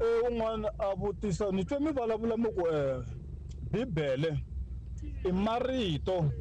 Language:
Tsonga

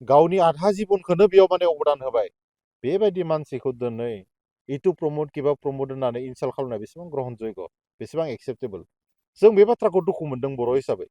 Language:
Bodo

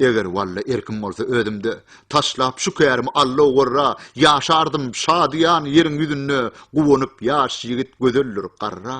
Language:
Turkmen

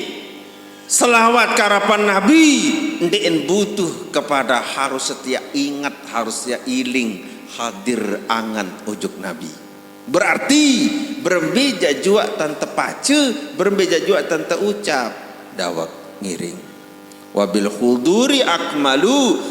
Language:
Sasak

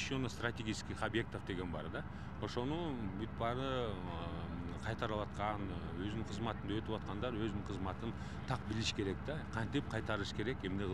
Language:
Kyrgyz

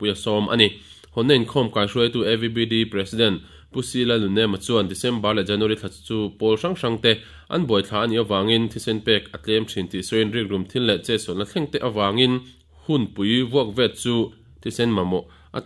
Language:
Mizo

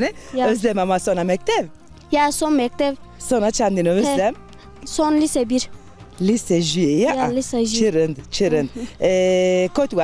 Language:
Zaza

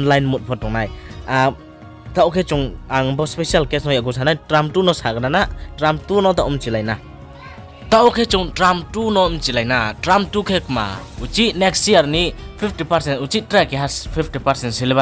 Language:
Riang (India)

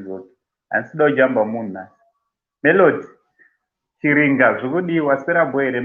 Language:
Shona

